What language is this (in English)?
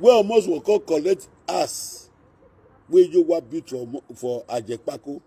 Nigerian Pidgin